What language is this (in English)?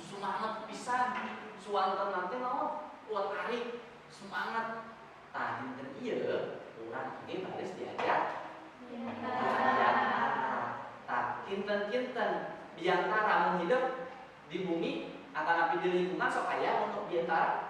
Sundanese